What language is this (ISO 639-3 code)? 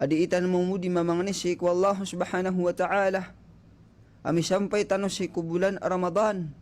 mrw